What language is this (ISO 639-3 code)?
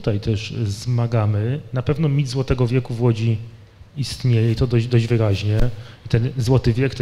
pol